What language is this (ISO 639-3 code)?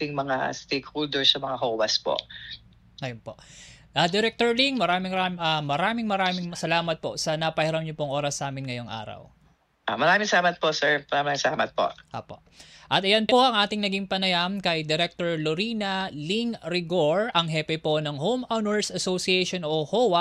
fil